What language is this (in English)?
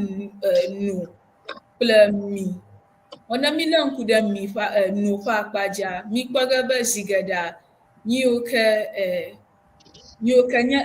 Ewe